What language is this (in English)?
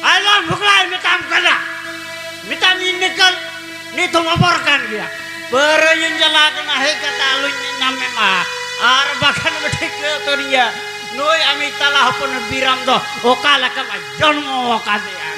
Santali